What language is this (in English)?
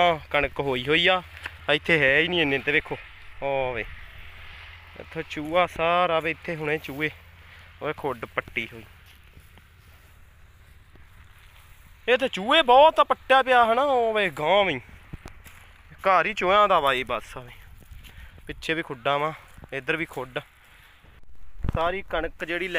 Punjabi